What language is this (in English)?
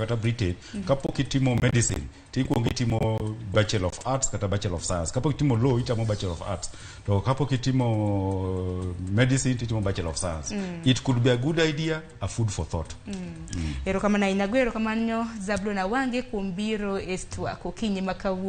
Luo (Kenya and Tanzania)